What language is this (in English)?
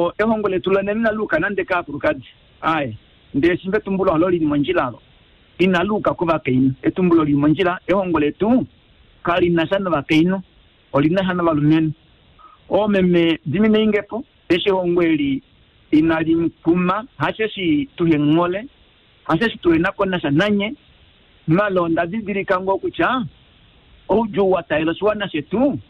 Kuanyama